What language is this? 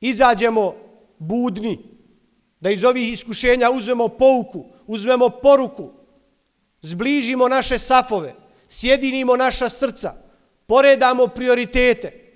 Bosnian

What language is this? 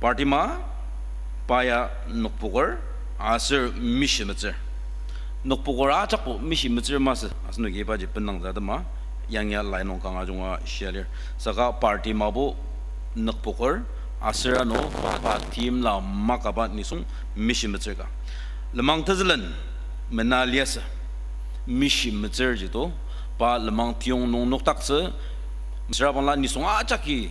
Ao Naga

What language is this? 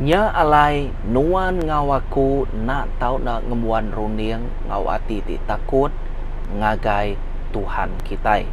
Iban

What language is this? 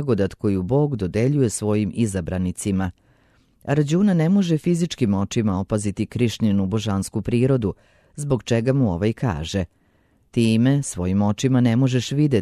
Serbian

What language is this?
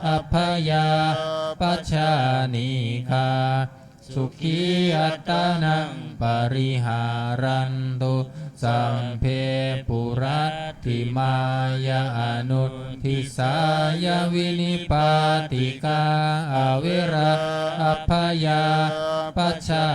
Pali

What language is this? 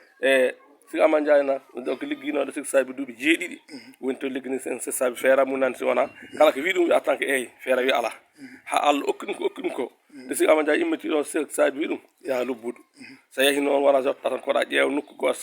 Wolof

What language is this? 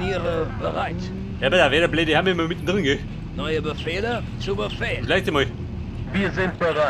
Bavarian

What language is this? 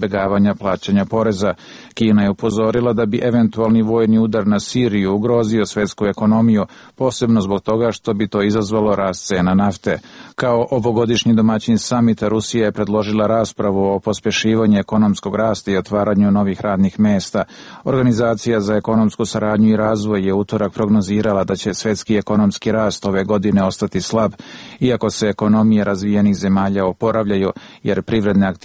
Serbian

